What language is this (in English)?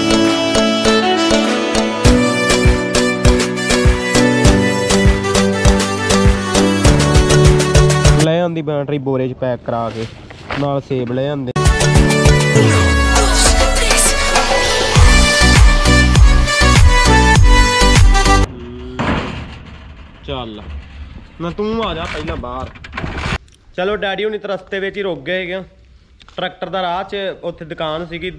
Punjabi